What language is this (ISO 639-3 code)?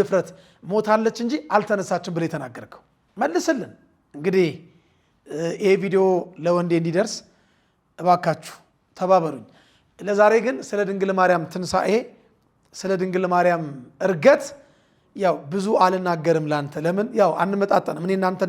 amh